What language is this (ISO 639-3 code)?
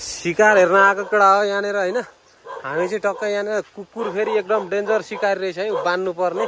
nep